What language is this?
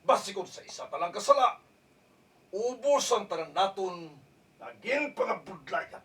Hiligaynon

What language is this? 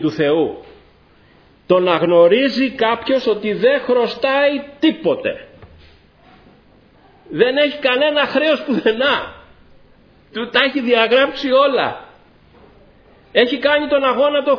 Greek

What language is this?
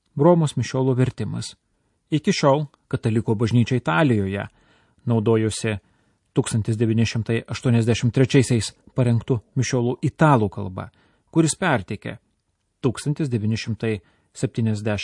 Lithuanian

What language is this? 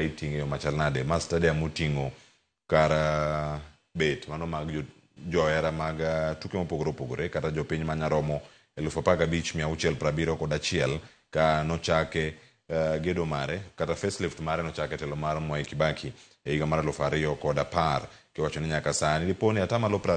Luo (Kenya and Tanzania)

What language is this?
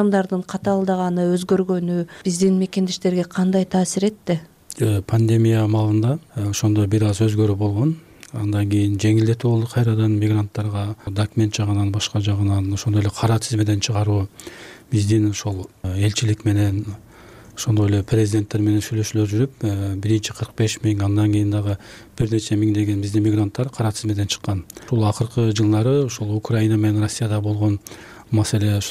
Kyrgyz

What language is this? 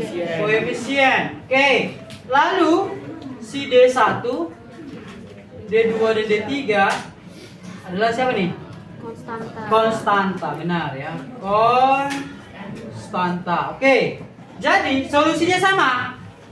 Indonesian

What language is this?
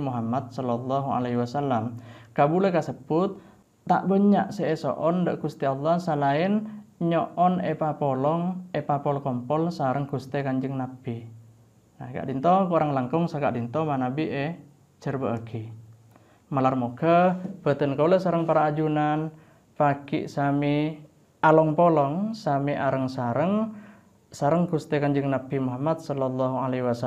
Madurese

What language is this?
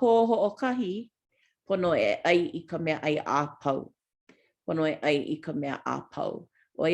Hawaiian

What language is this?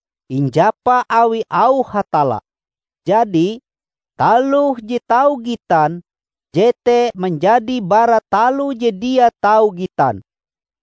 Ngaju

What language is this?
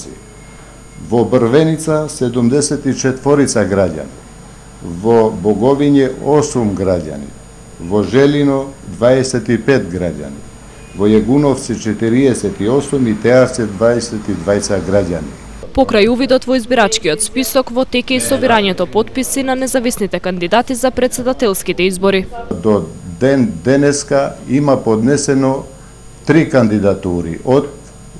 Macedonian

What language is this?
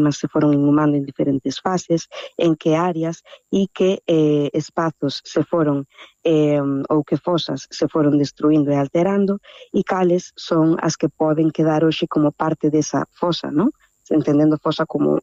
Galician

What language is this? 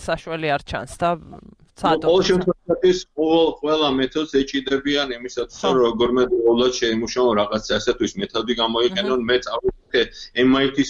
Georgian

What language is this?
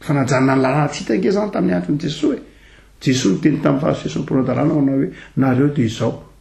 Malagasy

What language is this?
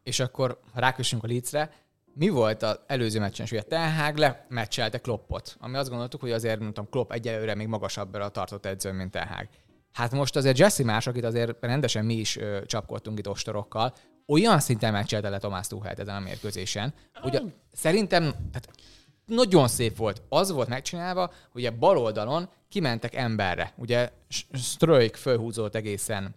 Hungarian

